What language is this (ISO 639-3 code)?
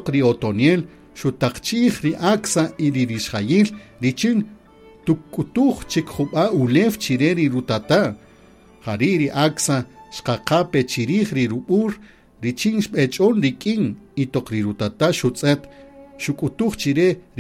cak